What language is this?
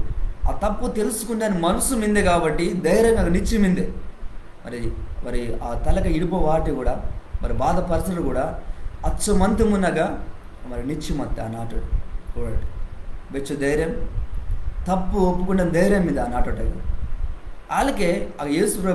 Koya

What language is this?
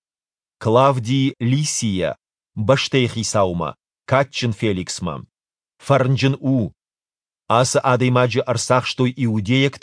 Ossetic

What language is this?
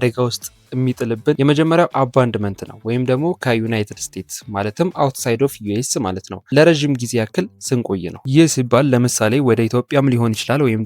Amharic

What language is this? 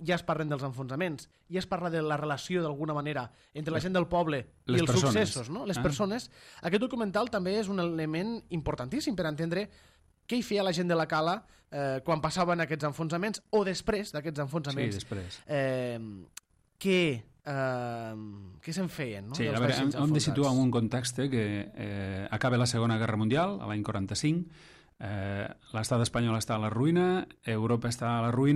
Catalan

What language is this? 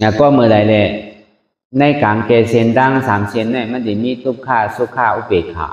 Shan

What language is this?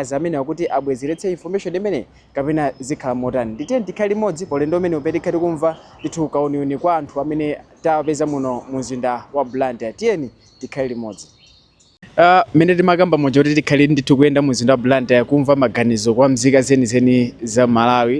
Nyanja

